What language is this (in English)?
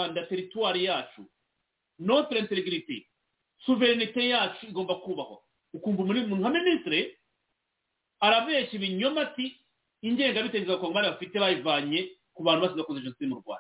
Kinyarwanda